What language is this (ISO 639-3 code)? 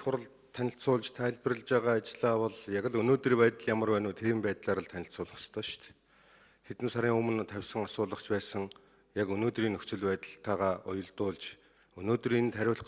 mon